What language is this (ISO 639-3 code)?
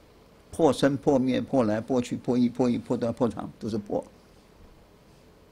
zho